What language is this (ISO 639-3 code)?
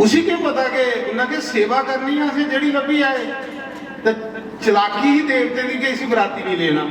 doi